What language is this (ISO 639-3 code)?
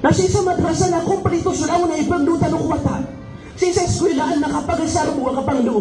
mrw